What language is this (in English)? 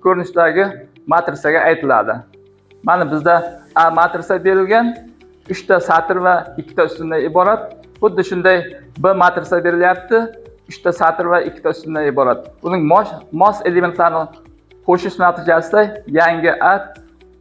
Uzbek